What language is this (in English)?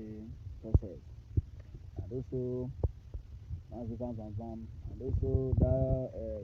Nigerian Pidgin